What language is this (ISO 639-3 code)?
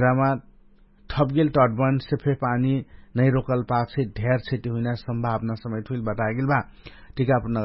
thl